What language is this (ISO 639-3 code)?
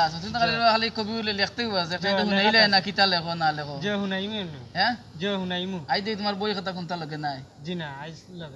syl